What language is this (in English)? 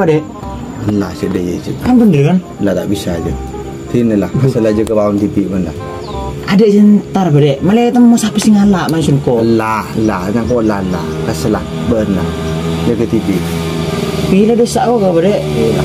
Madurese